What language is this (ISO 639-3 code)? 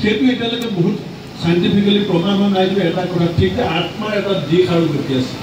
asm